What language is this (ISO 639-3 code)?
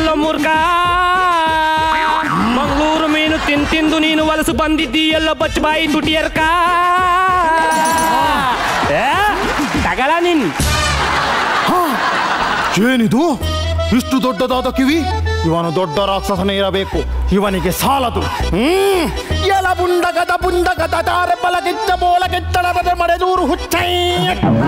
kan